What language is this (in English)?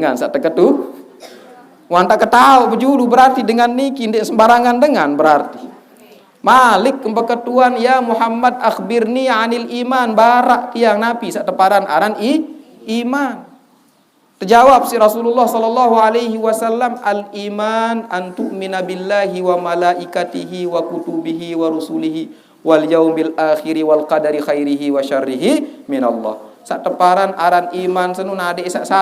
Sasak